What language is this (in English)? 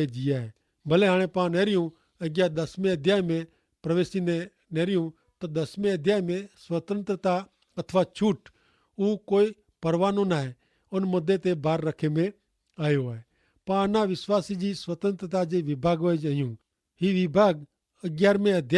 Kachhi